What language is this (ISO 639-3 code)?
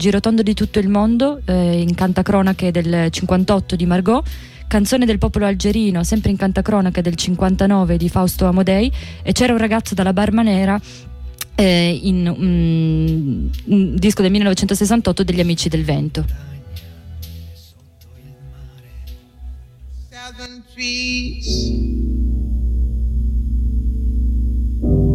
ita